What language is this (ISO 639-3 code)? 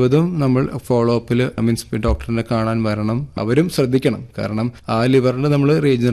mal